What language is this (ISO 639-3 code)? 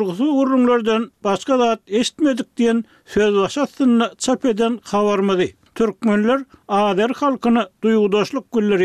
tuk